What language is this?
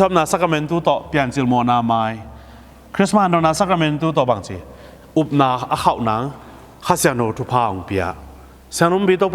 Tedim Chin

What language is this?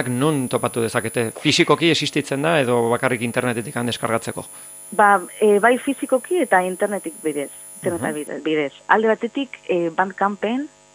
Basque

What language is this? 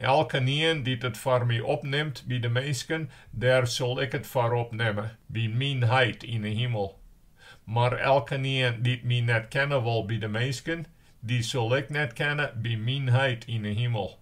Western Frisian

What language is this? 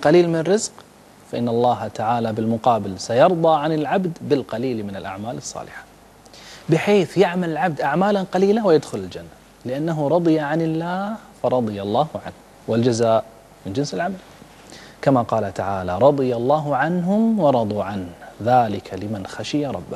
Arabic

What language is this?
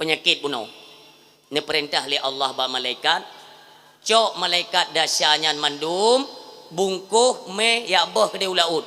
Achinese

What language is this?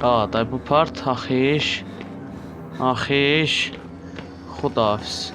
South Azerbaijani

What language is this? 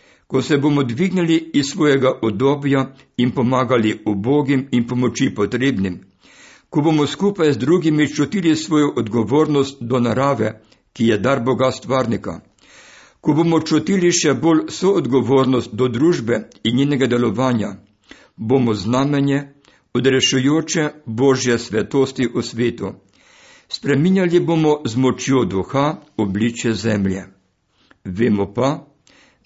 Slovenian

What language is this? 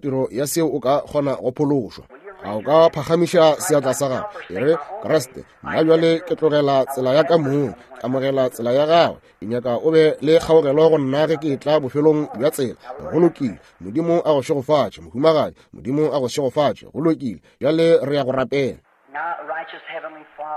Northern Sotho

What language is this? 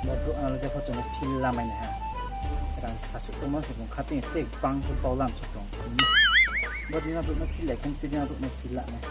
Riang (India)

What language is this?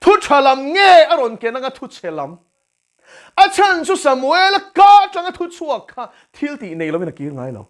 Mizo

